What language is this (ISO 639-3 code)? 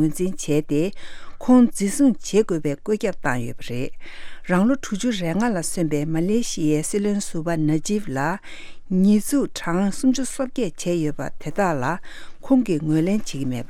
bod